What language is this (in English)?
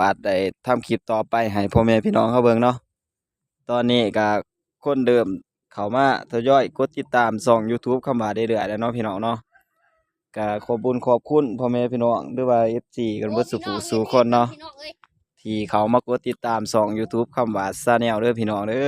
Northeastern Thai